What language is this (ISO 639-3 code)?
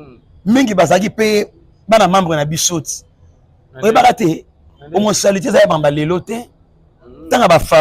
lin